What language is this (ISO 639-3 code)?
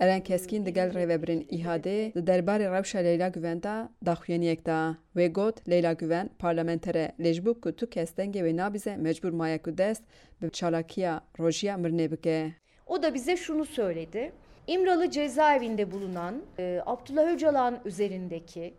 kur